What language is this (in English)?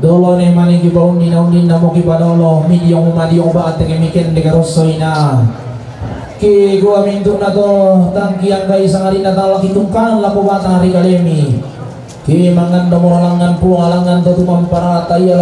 Toraja-Sa'dan